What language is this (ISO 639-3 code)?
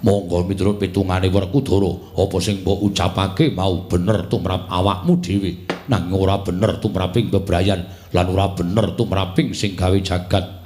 jav